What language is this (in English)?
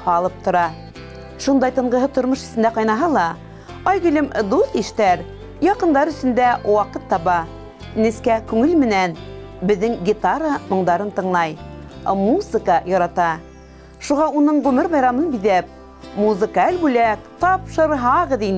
Bashkir